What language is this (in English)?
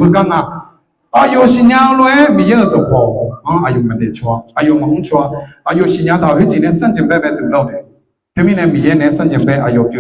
Akha